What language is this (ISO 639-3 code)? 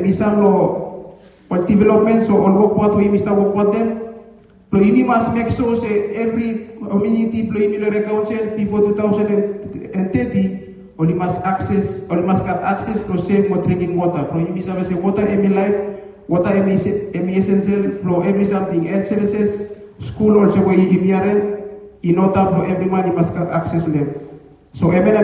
bis